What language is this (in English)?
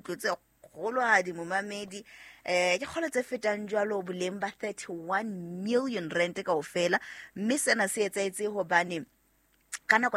Southern Sotho